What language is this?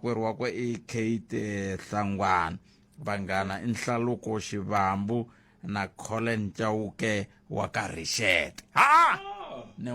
Tsonga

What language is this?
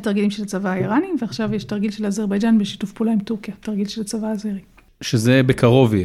Hebrew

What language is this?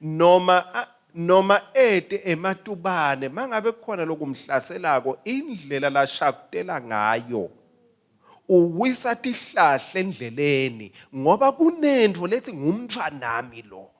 Swati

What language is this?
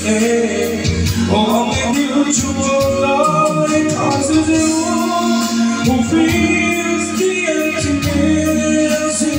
English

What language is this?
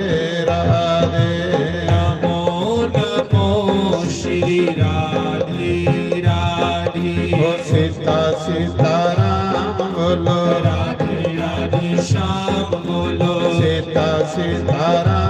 Dogri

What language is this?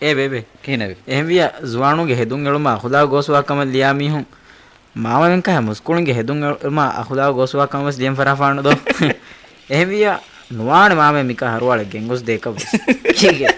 Divehi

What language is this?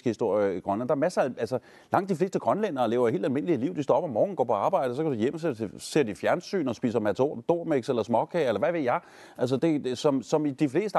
Danish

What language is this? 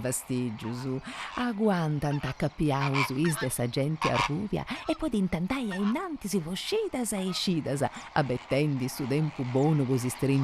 Sardinian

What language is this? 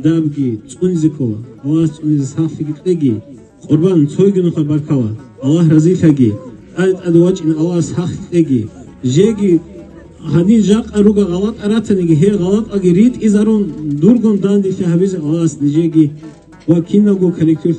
Avaric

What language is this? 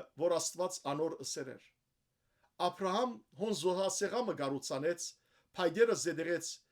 Western Armenian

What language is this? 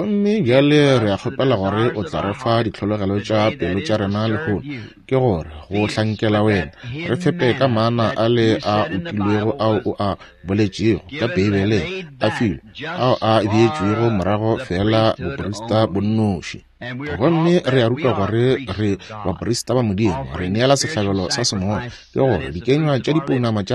Northern Sotho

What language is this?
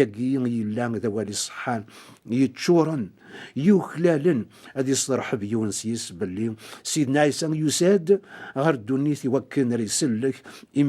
Kabyle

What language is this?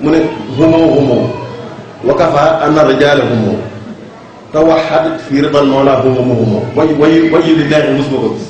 Wolof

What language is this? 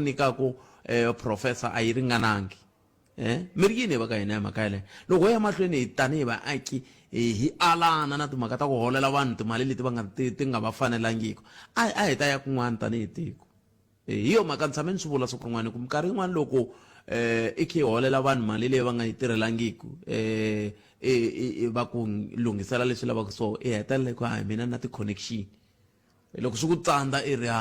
Tsonga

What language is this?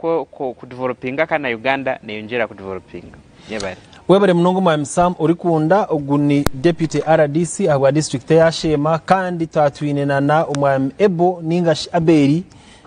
Nyankole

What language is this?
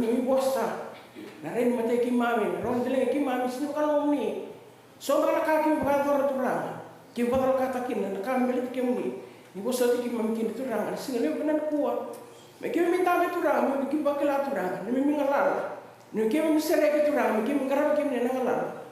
Fijian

